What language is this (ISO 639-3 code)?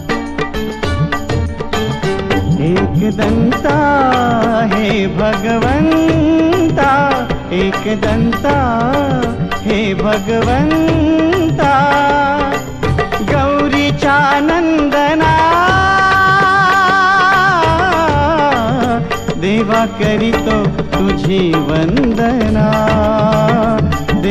mar